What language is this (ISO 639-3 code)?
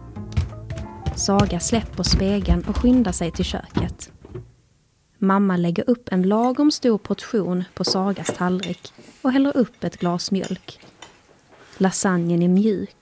swe